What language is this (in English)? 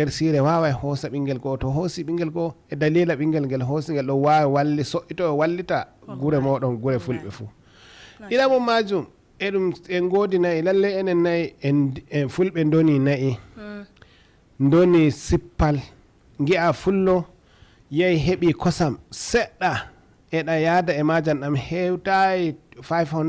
Fula